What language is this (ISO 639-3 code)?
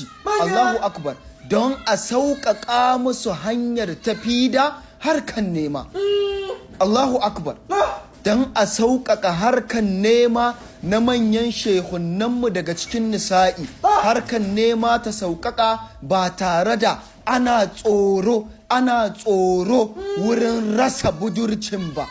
hau